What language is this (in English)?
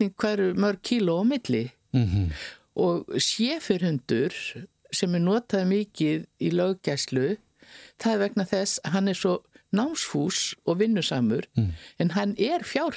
Icelandic